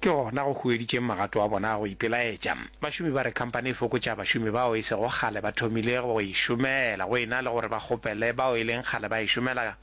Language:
Northern Sotho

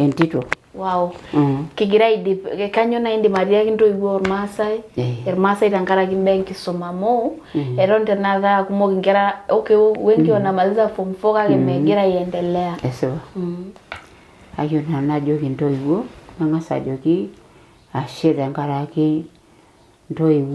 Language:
Masai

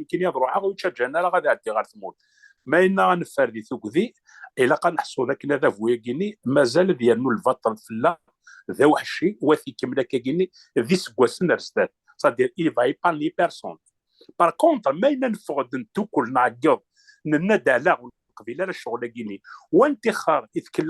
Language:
Kabyle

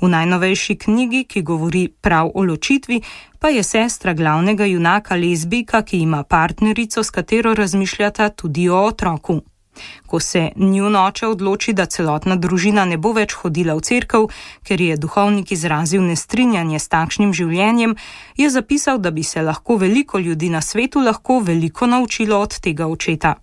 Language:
Slovenian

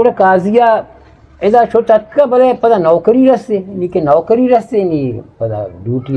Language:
Eastern Balochi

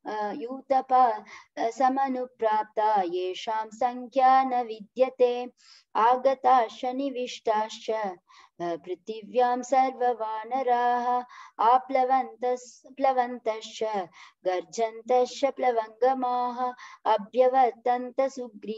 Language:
Sanskrit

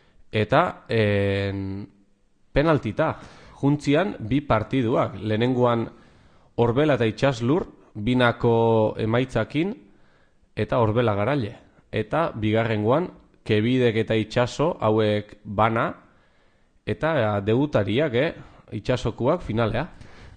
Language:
Basque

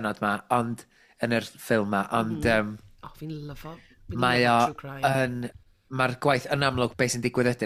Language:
Welsh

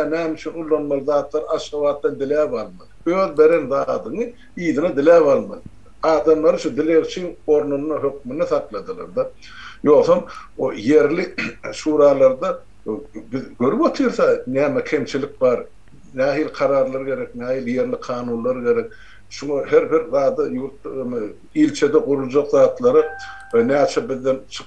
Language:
Turkmen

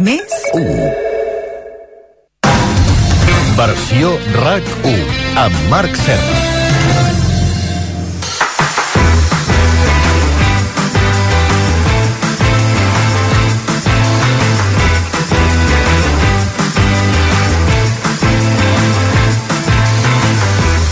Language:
Catalan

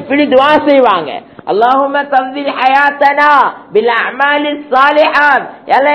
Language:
Tamil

